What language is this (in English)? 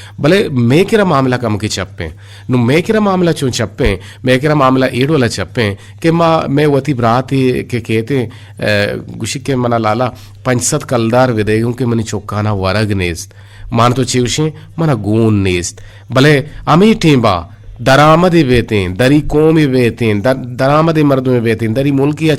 Eastern Balochi